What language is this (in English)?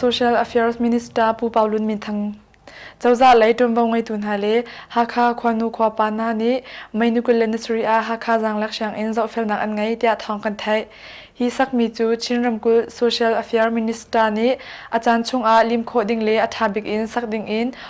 Hakha Chin